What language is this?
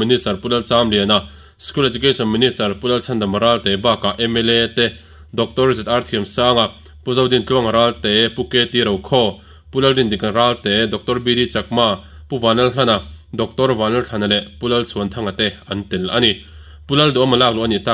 Mizo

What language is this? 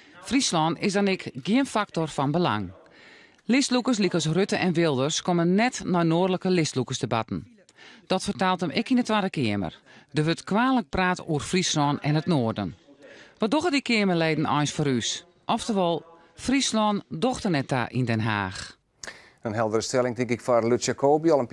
Western Frisian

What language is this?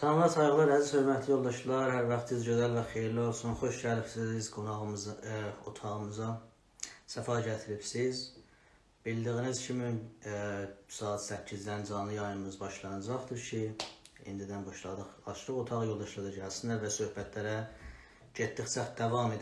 South Azerbaijani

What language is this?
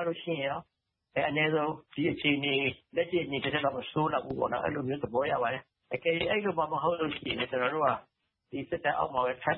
Burmese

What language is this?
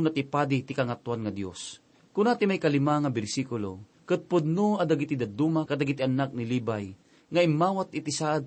Iloko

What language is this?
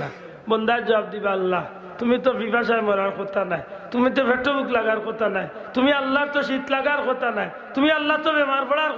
Sylheti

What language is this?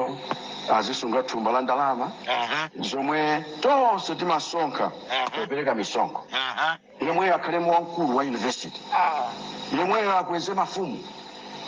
Nyanja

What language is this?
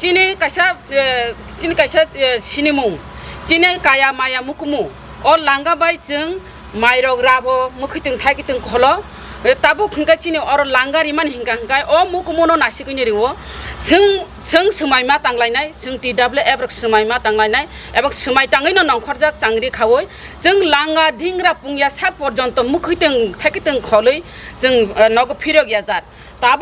Kok Borok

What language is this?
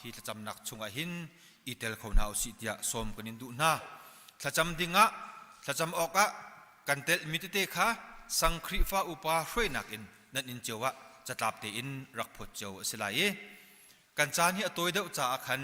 Hakha Chin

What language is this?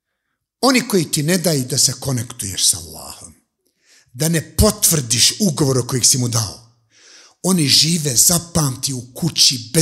Bosnian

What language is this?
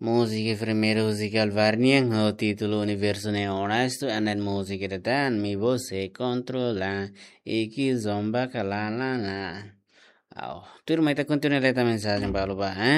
Tetum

